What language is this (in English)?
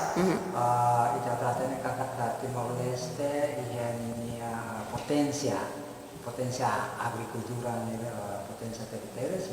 Tetum